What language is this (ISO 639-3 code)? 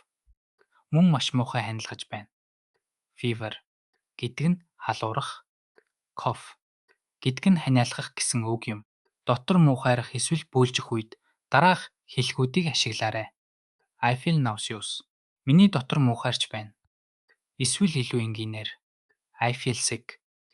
mon